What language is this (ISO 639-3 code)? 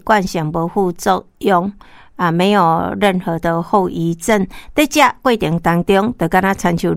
nan